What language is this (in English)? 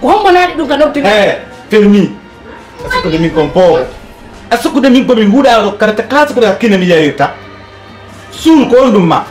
Fula